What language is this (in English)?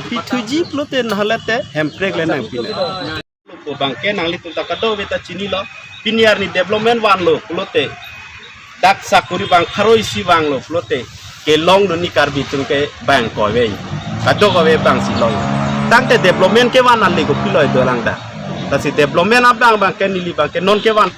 Karbi